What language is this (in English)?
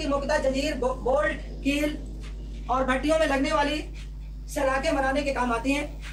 Hindi